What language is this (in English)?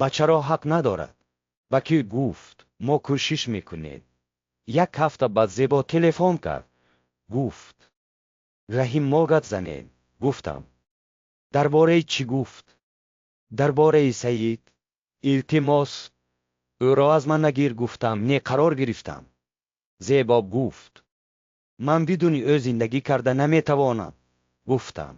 Tajik